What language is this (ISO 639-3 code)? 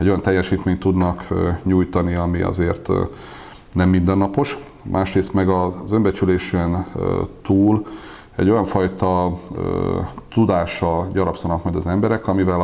hun